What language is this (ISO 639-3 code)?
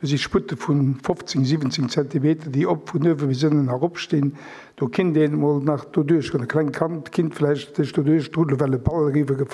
ltz